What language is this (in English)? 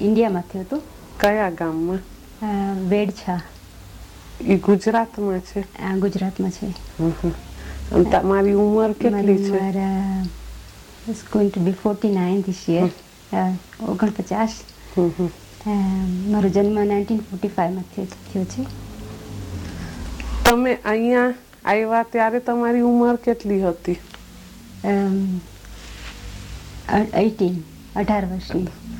Gujarati